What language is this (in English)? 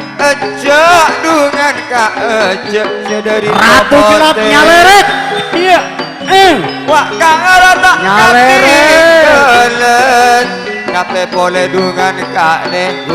Madurese